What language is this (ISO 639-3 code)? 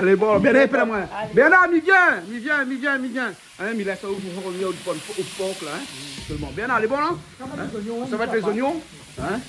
rcf